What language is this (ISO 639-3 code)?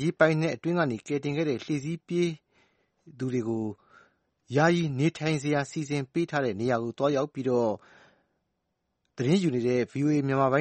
mya